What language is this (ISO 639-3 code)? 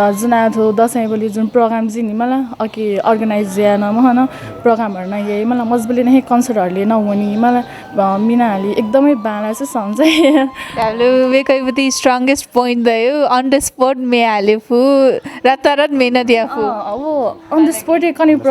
new